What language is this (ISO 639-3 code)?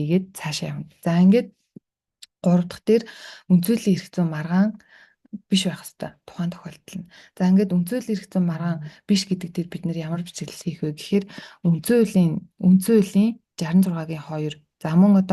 mon